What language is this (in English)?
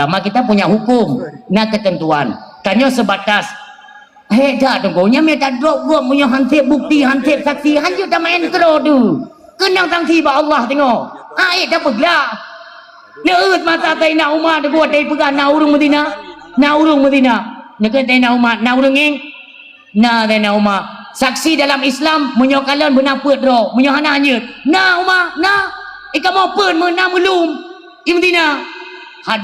Achinese